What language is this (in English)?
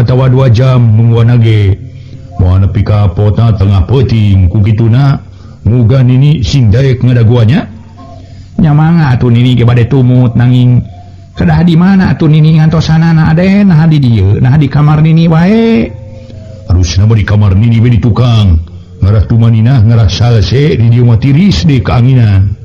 Sundanese